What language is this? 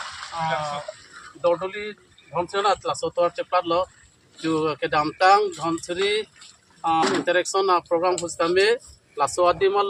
Karbi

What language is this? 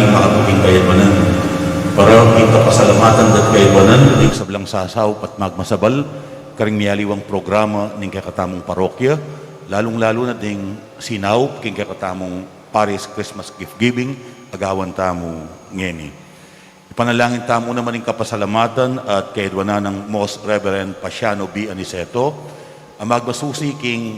Pampanga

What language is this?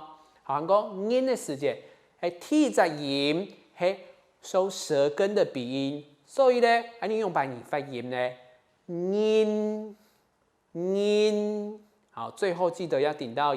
Hakka Chinese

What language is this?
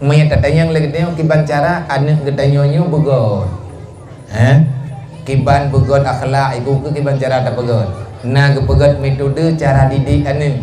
Achinese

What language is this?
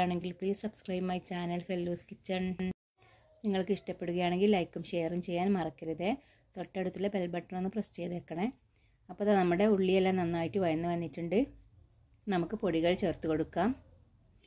Malayalam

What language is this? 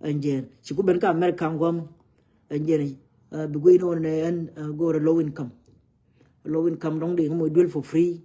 Nuer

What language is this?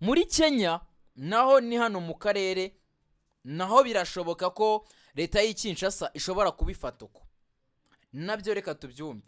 Kinyarwanda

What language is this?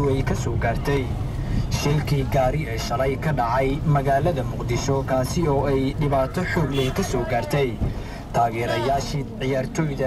Somali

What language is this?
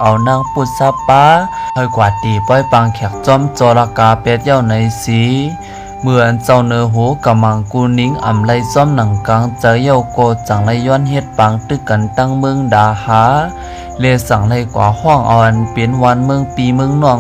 Shan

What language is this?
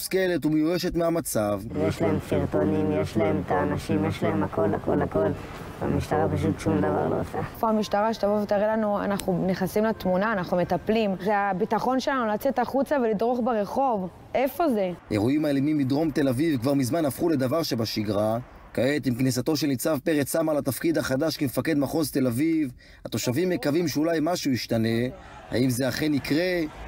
Hebrew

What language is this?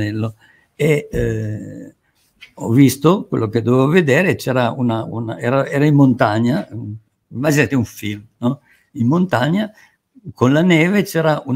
Italian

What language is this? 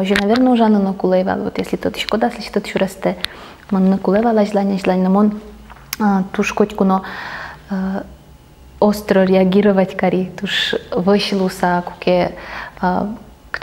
Udmurt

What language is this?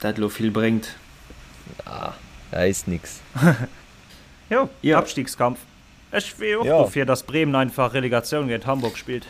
Luxembourgish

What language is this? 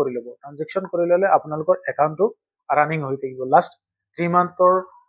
Assamese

